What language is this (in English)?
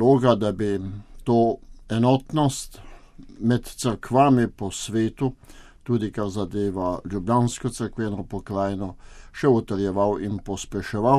Slovenian